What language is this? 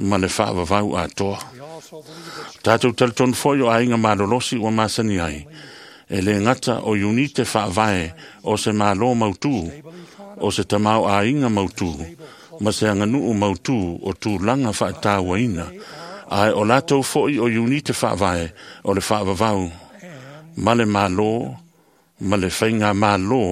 Samoan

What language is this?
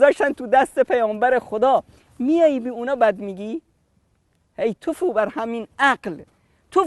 Persian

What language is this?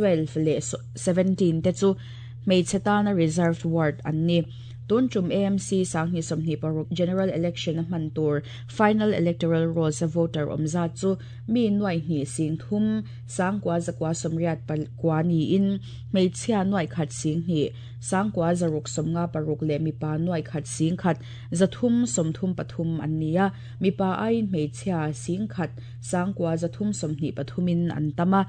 Mizo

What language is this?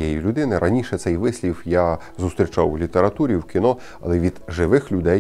Ukrainian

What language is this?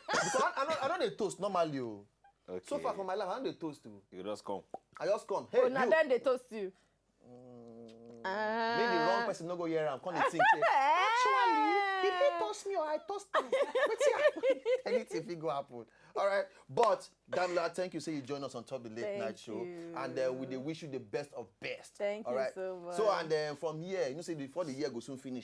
Nigerian Pidgin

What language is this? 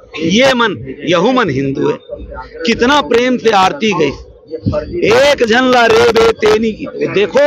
Chhattisgarhi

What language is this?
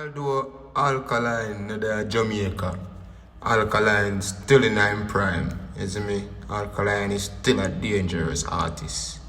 Jamaican Creole English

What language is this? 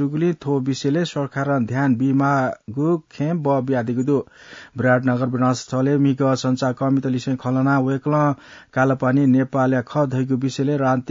Newari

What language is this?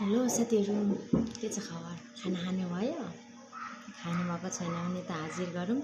Nepali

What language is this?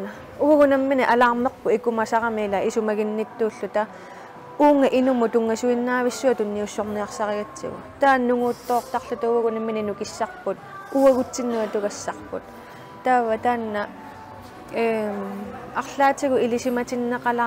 Kalaallisut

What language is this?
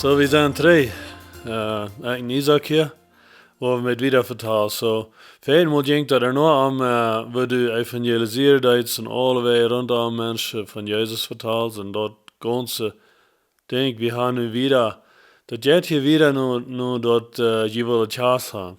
Plautdietsch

